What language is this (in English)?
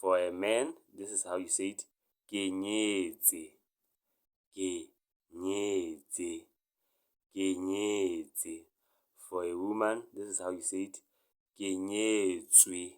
Tswana